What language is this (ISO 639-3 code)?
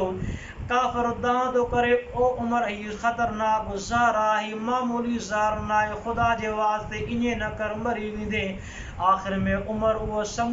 snd